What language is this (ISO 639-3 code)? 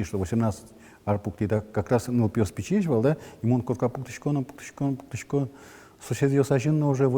udm